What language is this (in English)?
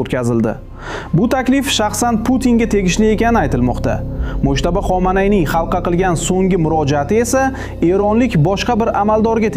Uzbek